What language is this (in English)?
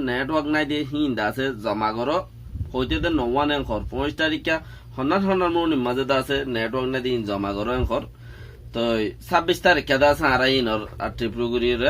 Rohingya